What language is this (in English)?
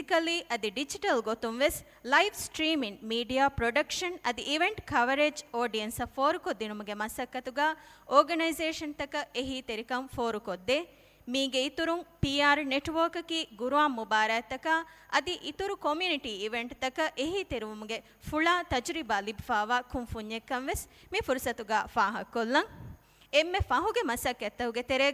Divehi